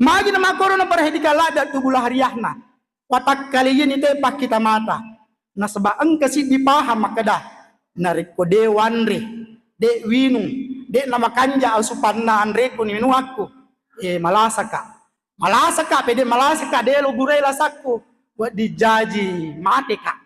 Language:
Buginese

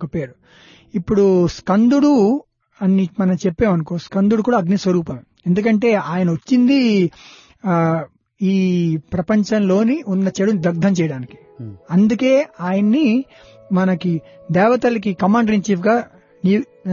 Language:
Telugu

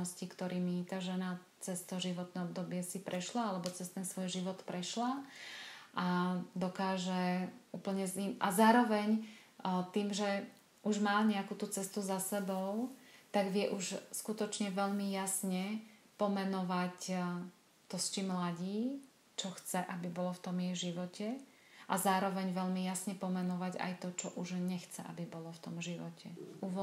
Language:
Slovak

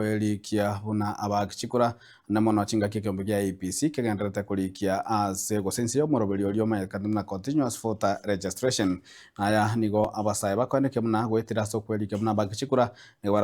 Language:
Gusii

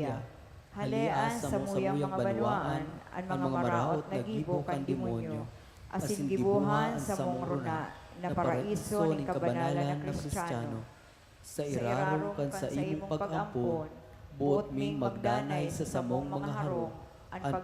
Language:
Bikol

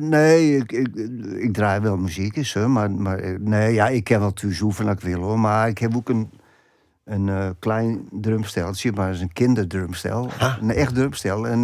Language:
Western Frisian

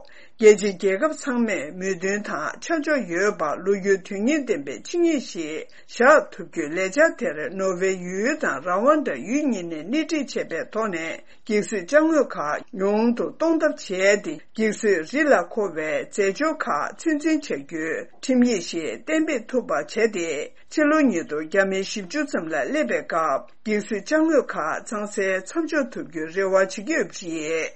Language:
Tibetan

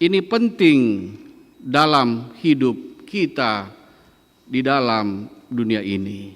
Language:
Batak Karo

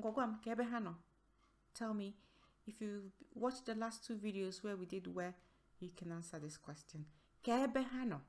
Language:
Igbo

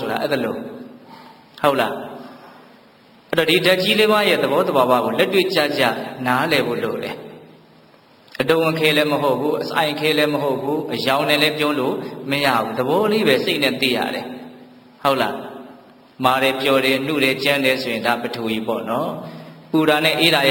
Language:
Burmese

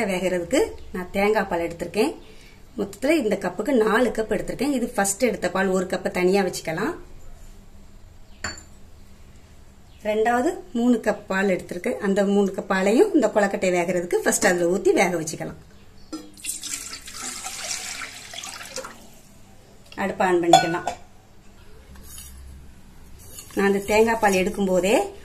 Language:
Tamil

